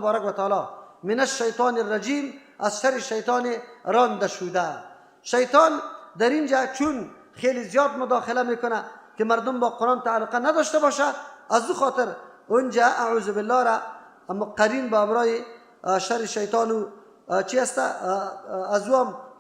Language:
Persian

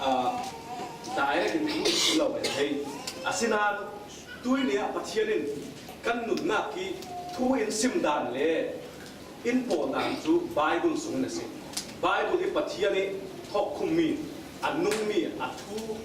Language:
Falam Chin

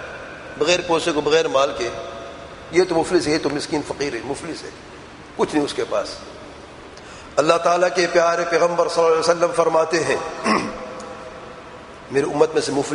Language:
Urdu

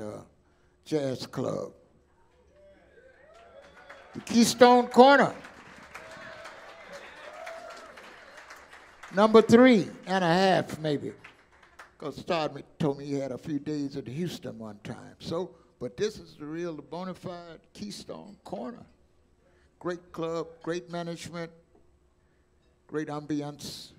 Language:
English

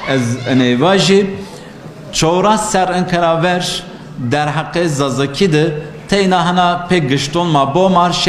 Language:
Zaza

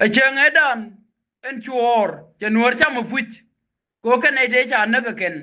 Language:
Nuer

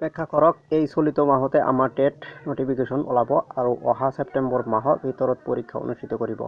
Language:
Assamese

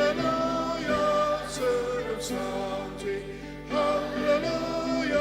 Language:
Ao Naga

